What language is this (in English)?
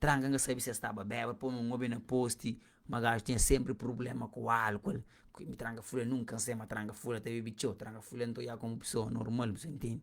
Kabuverdianu